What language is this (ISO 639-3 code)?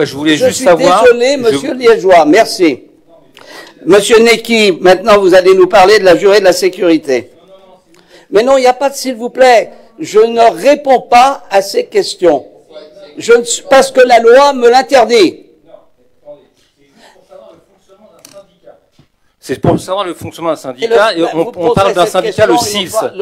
fra